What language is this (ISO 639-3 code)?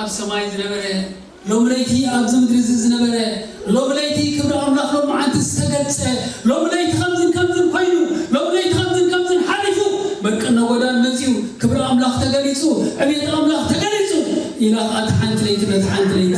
tir